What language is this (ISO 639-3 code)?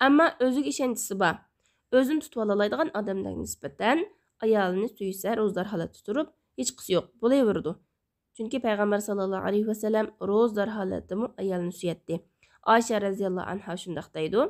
uig